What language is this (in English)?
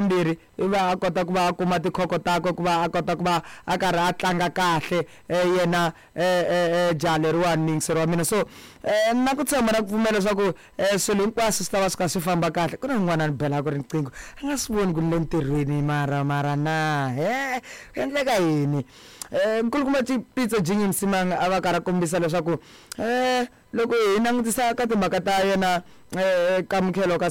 Tsonga